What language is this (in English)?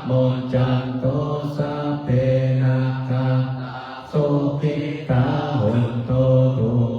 Pali